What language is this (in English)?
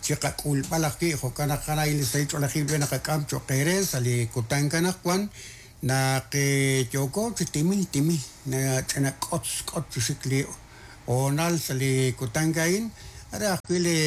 Kekchí